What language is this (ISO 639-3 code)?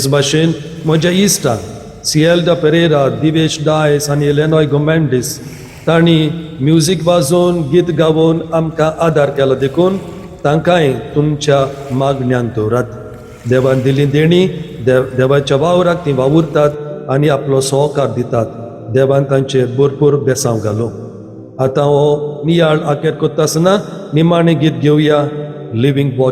kok